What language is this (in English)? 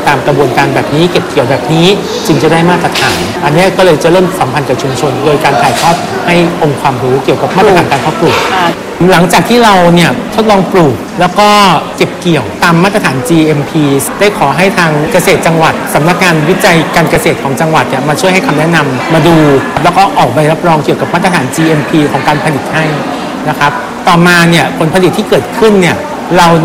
Thai